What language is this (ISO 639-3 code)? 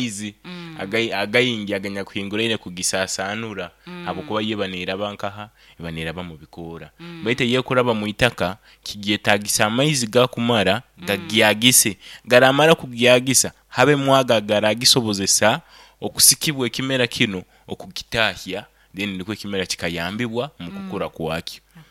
nyo